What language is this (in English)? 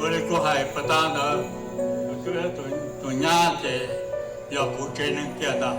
Hmong